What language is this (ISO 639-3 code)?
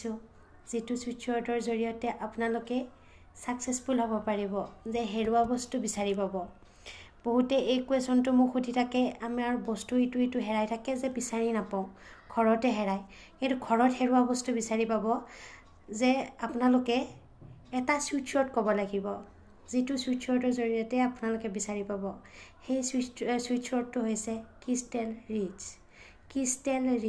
asm